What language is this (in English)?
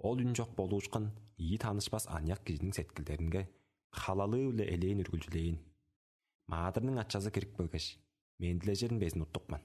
Tuvinian